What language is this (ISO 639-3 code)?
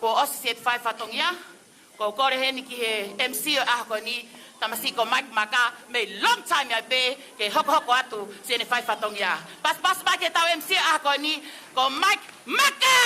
ton